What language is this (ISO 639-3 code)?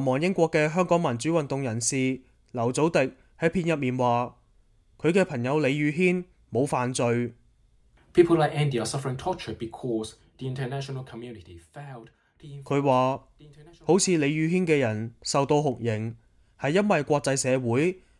yue